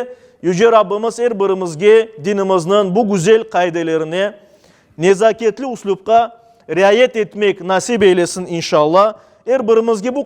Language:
Crimean Tatar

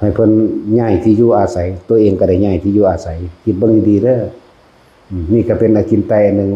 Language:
Northeastern Thai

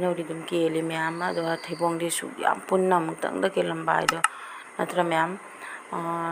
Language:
Manipuri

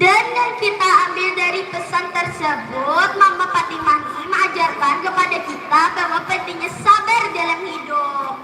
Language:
Banjar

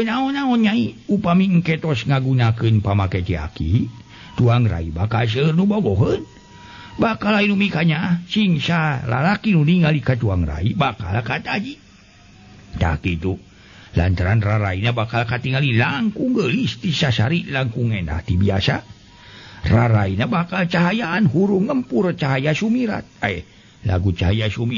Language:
Sundanese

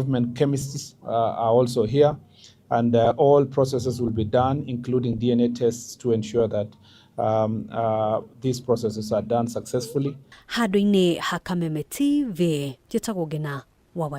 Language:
Kikuyu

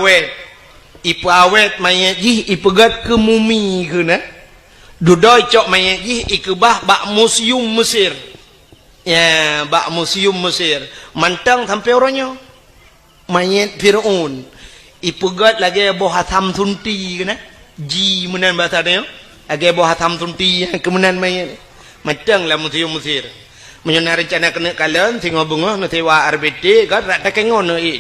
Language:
Achinese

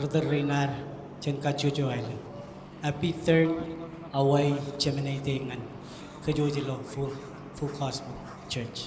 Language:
Marshallese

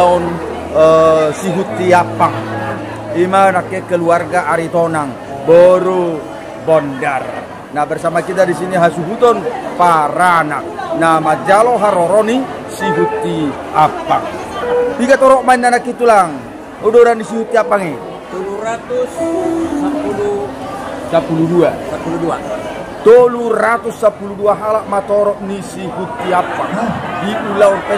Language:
Batak Toba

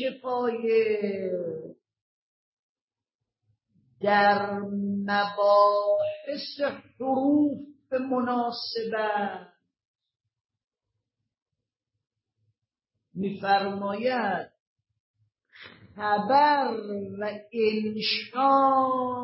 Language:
Persian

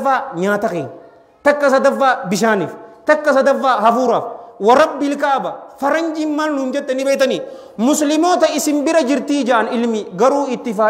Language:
Oromo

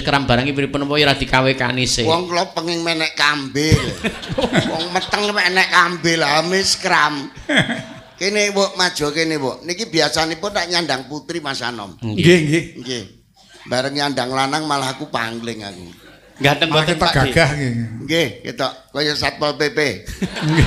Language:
Javanese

